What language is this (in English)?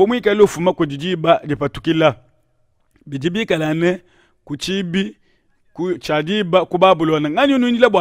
Luba-Lulua